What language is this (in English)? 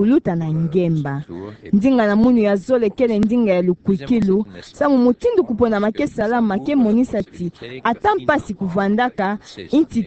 Kituba (Democratic Republic of Congo)